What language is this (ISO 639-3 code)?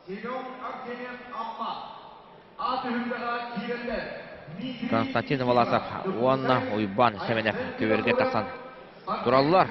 sah